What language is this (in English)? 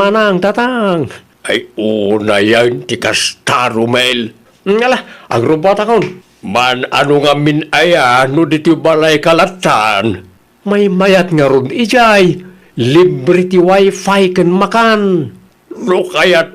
Iloko